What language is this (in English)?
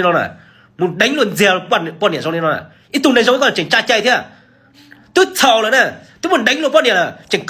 Hmong